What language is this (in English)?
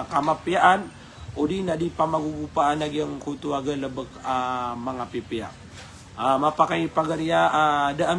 Maranao